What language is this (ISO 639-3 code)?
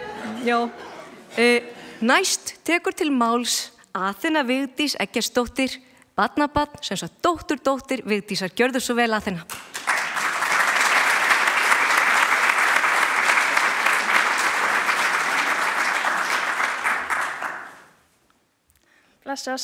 isl